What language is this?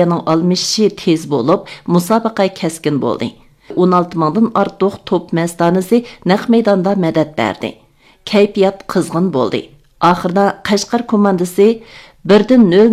Uyghur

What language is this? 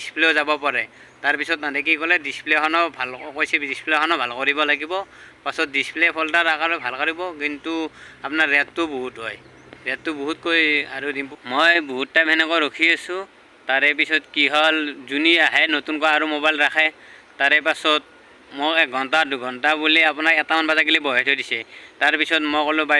Assamese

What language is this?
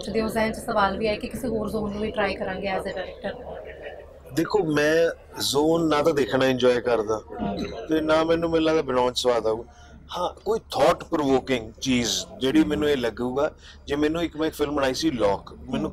Punjabi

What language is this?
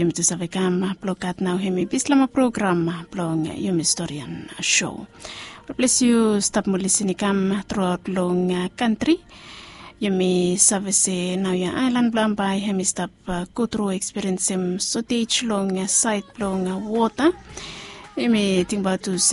Bislama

